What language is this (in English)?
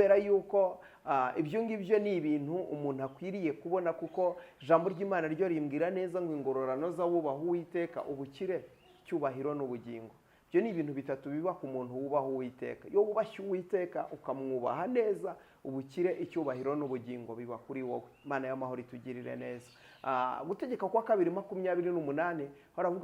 Kinyarwanda